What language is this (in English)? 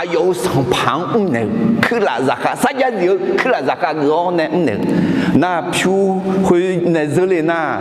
Akha